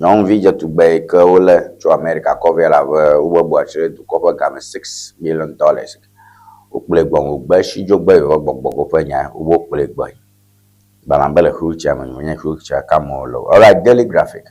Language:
Ewe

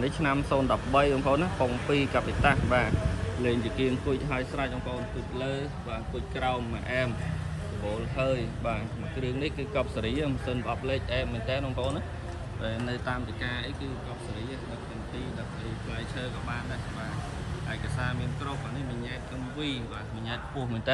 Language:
Khmer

